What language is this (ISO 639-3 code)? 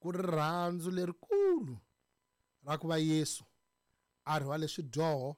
tso